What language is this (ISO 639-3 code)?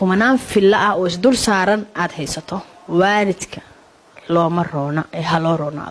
som